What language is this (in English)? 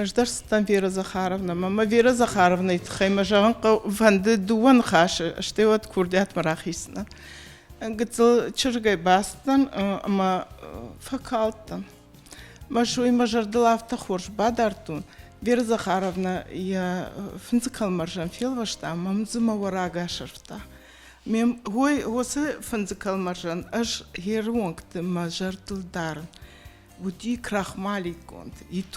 Ossetic